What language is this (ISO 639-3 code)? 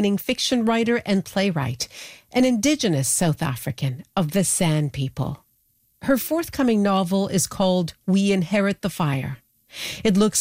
eng